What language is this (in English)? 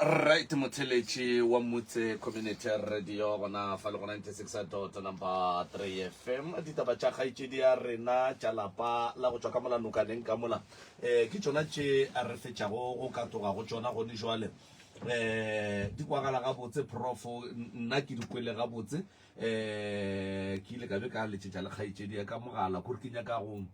Northern Sotho